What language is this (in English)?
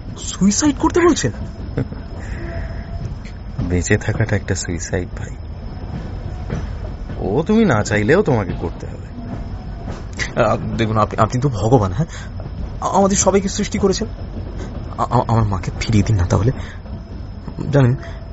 Bangla